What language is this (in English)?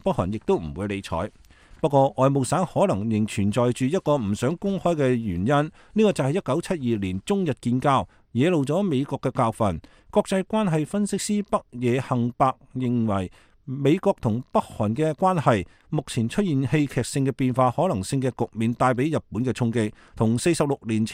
Cantonese